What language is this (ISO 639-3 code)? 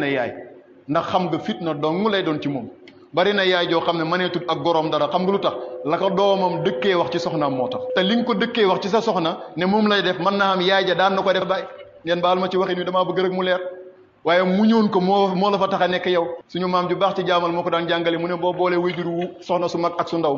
wol